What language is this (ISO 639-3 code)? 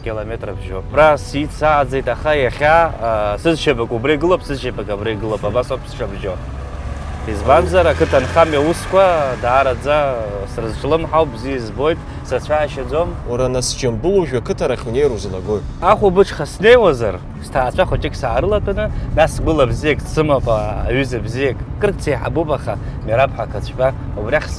abk